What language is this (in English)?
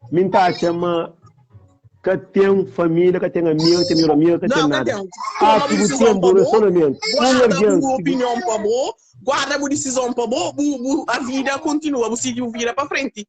Kabuverdianu